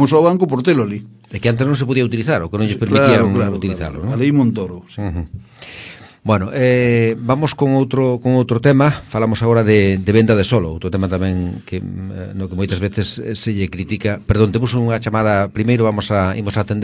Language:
Galician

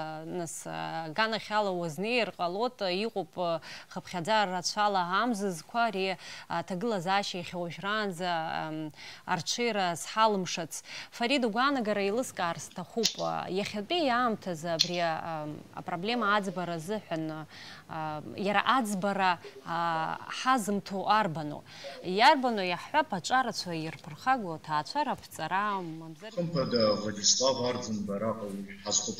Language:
Abkhazian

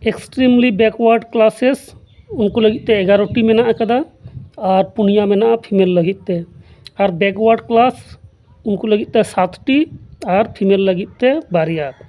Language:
Santali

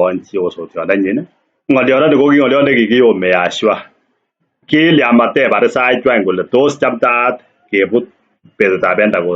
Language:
Kalenjin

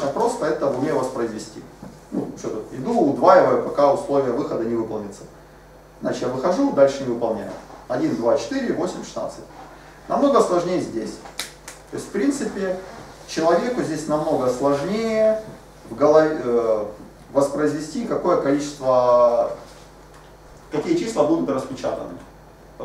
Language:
Russian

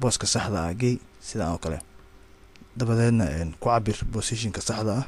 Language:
Somali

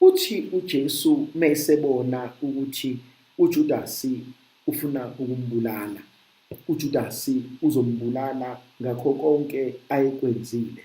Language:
Zulu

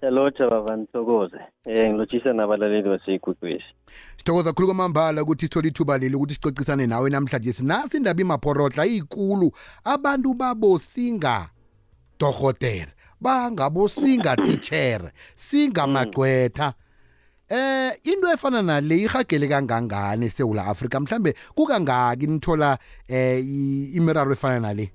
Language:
South Ndebele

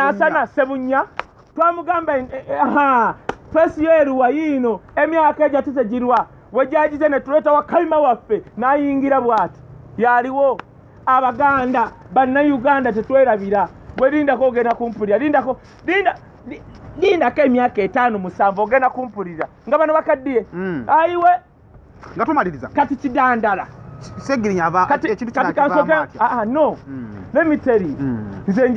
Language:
Ganda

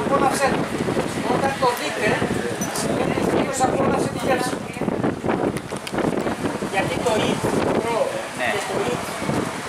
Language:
Greek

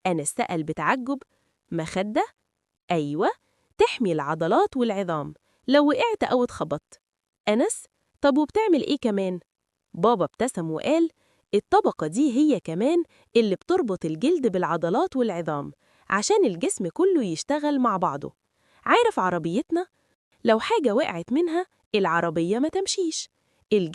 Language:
Egyptian Arabic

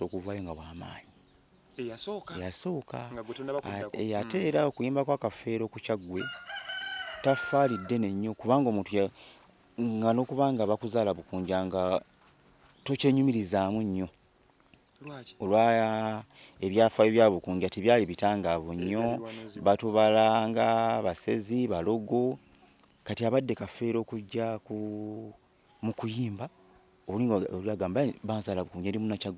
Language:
Ganda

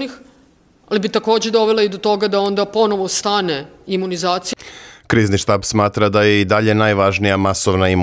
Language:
Serbian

